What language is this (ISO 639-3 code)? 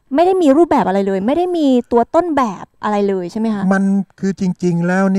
tha